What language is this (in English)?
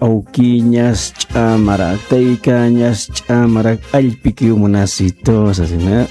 Aymara